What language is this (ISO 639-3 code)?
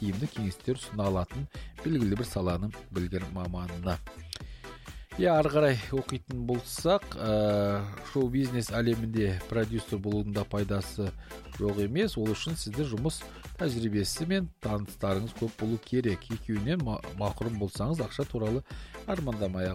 kaz